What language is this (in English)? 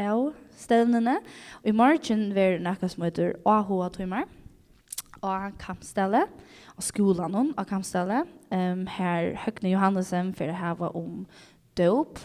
Faroese